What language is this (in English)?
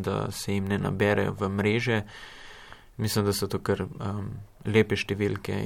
Slovenian